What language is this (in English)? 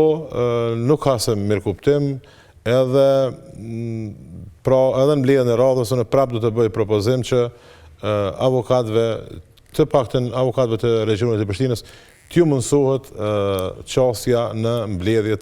Albanian